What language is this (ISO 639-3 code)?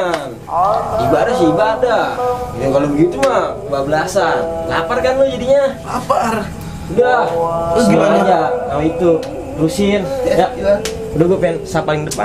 bew